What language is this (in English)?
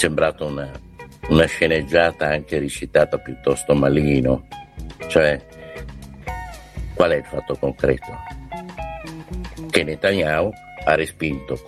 Italian